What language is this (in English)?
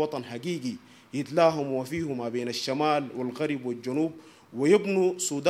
Sudanese Arabic